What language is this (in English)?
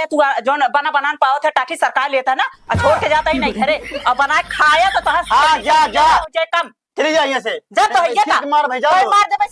Awadhi